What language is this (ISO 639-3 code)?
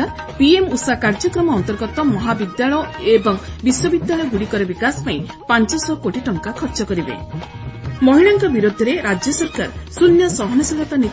ori